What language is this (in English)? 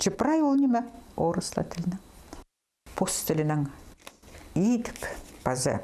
Khakas